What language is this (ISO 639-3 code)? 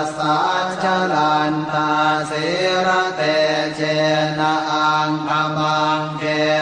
pli